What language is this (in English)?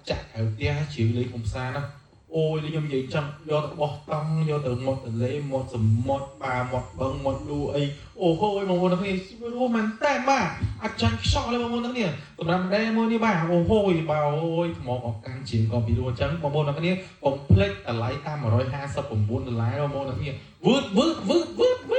Khmer